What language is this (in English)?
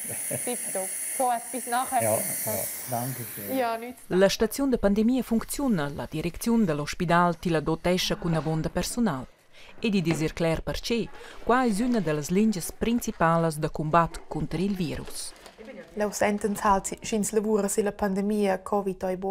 Romansh